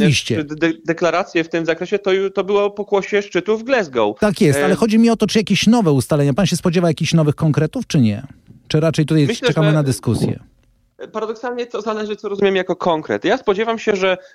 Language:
Polish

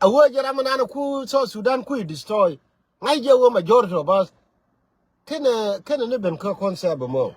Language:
Nuer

